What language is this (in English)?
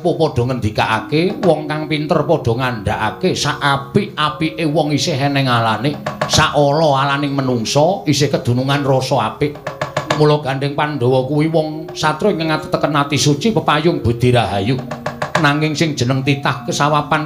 Javanese